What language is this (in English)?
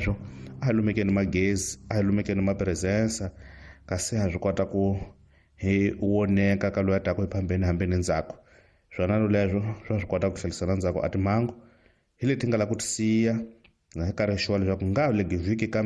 Tsonga